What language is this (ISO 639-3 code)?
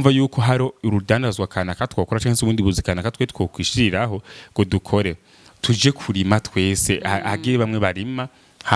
run